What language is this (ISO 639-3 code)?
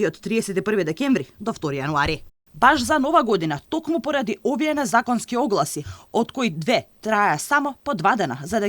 mkd